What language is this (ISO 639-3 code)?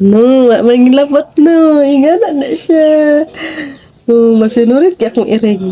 ceb